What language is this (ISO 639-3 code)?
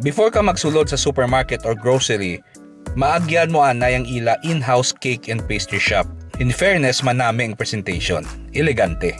hil